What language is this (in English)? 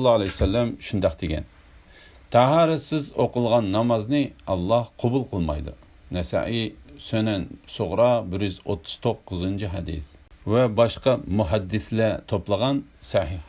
Uyghur